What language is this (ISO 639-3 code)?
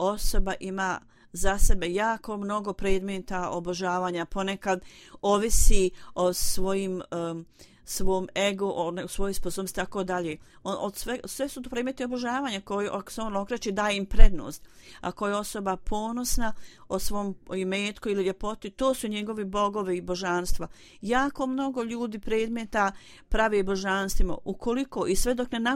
bos